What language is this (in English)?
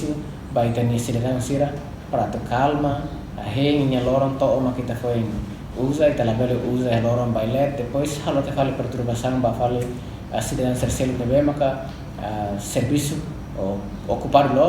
Tetum